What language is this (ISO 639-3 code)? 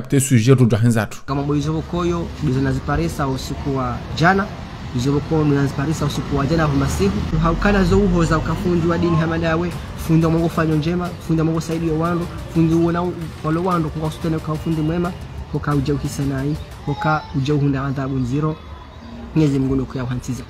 zdj